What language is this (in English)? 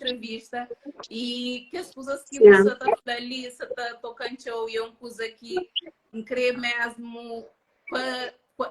Kabuverdianu